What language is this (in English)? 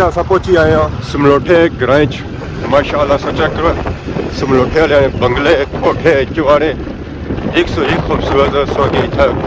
Pahari-Potwari